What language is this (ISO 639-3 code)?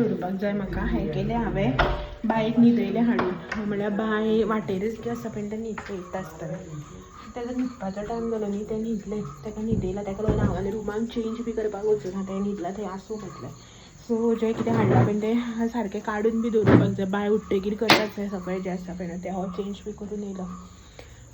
kok